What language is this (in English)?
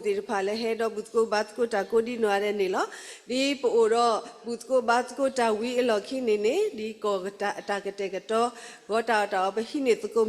S'gaw Karen